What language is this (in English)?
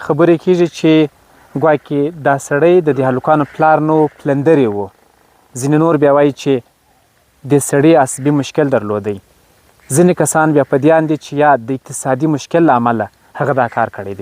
Pashto